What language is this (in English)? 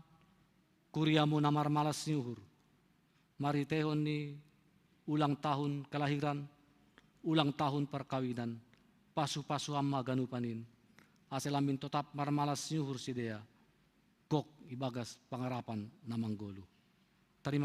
Batak Simalungun